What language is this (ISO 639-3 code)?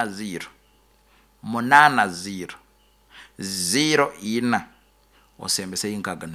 nyo